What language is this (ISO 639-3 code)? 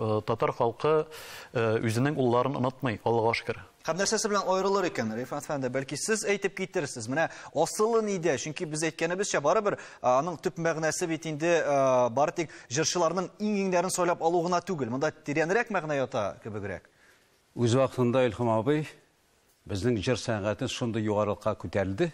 tat